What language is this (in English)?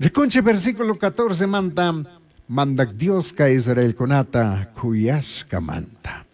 Chimborazo Highland Quichua